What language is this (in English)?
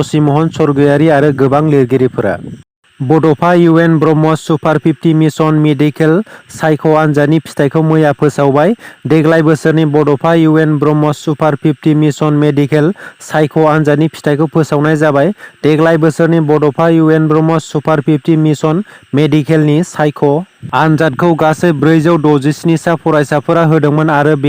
Bodo